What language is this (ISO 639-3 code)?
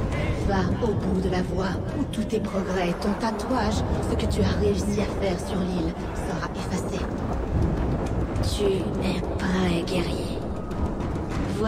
fra